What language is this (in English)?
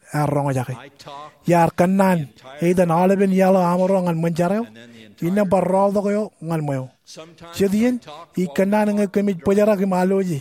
Marshallese